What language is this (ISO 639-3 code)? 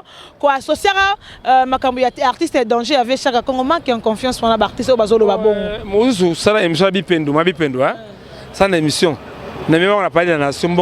lin